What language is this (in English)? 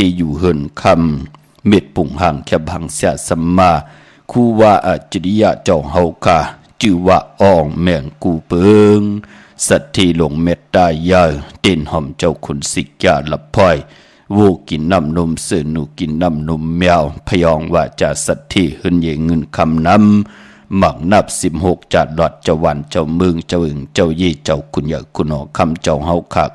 Shan